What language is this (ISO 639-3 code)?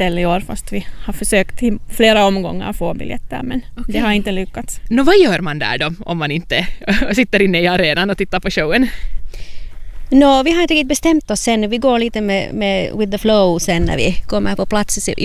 swe